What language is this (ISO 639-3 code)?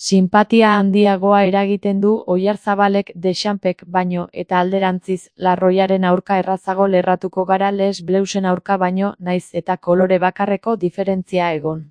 eus